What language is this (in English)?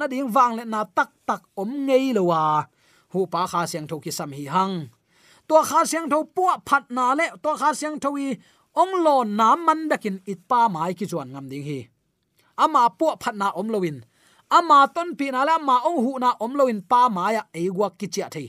Tedim Chin